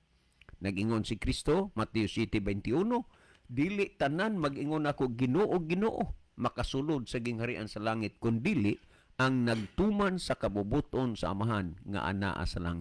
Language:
Cebuano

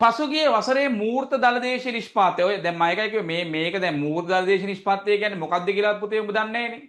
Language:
Sinhala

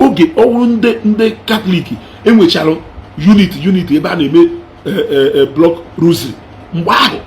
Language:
Igbo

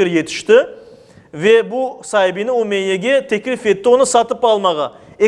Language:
Crimean Tatar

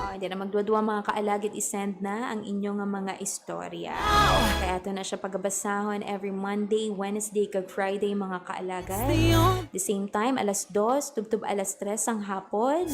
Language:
Hiligaynon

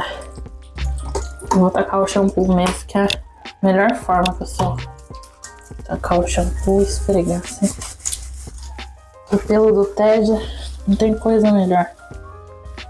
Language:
Portuguese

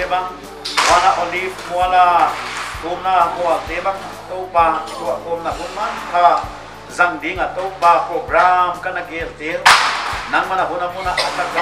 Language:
Paite Chin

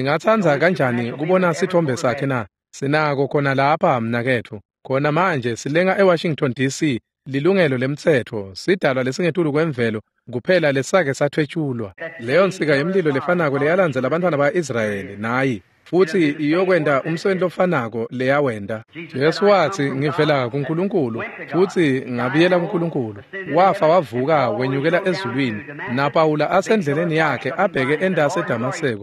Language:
Swati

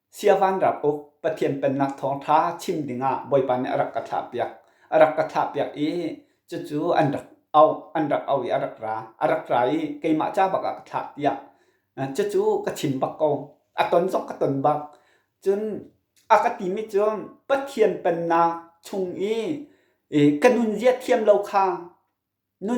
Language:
Hakha Chin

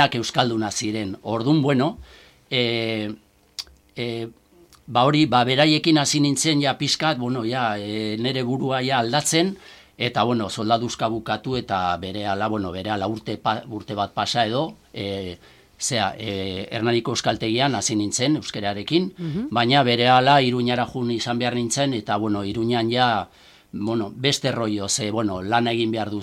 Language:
Basque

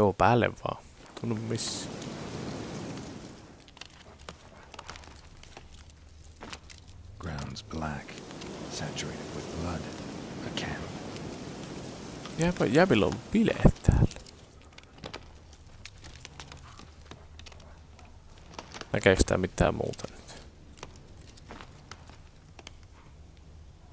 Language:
Finnish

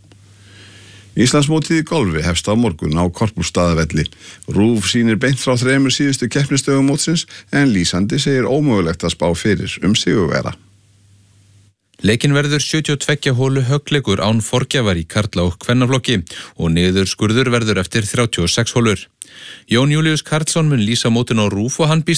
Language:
Icelandic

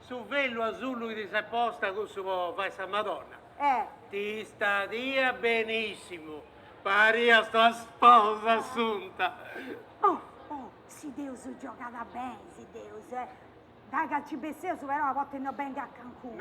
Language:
Sardinian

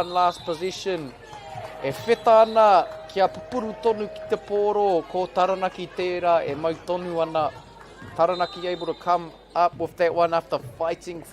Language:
Māori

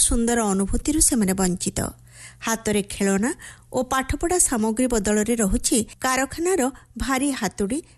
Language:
Odia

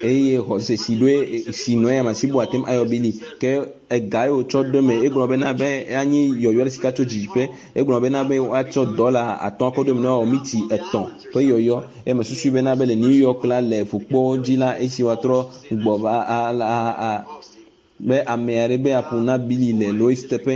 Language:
Ewe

